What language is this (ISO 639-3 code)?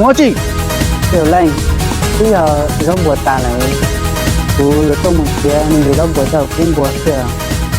hmn